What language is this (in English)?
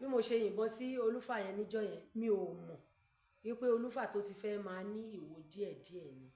Yoruba